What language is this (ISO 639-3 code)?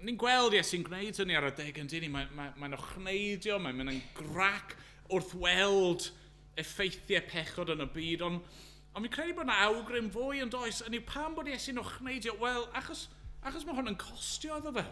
cym